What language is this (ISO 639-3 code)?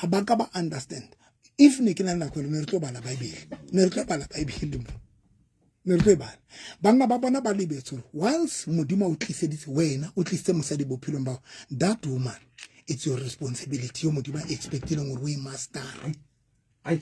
sot